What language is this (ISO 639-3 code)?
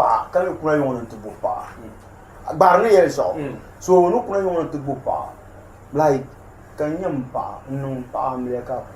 dag